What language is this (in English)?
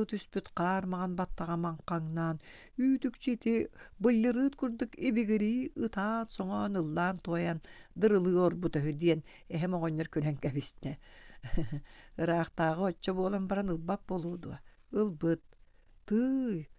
Yakut